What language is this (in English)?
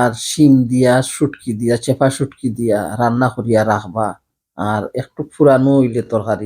Sylheti